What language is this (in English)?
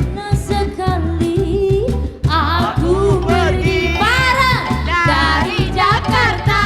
Musi